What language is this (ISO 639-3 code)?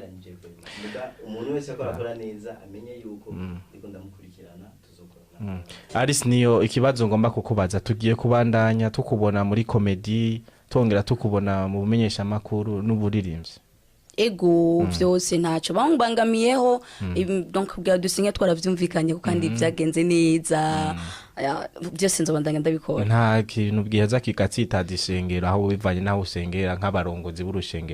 run